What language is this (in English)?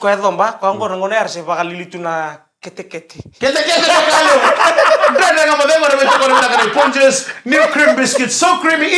Fijian